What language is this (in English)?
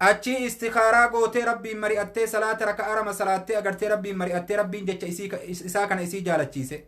Oromo